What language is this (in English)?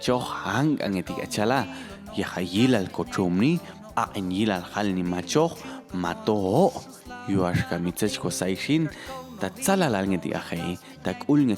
Popti'